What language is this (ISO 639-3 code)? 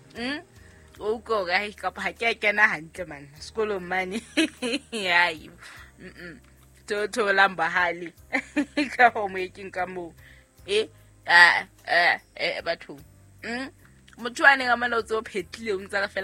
sot